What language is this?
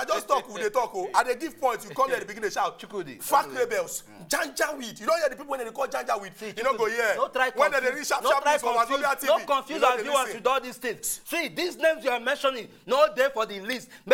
Nigerian Pidgin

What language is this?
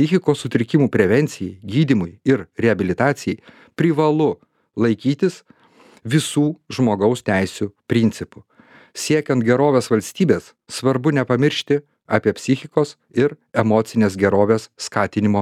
Lithuanian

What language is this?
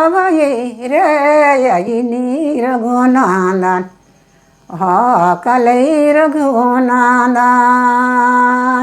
Sadri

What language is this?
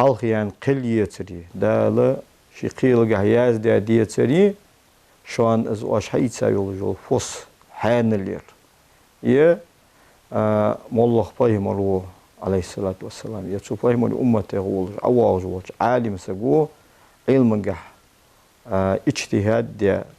Ingush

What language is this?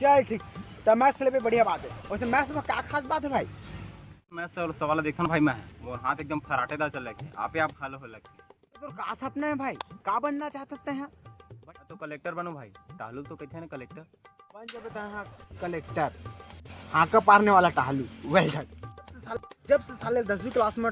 Chhattisgarhi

